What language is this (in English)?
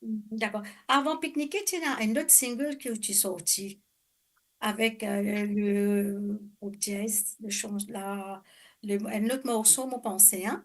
Morisyen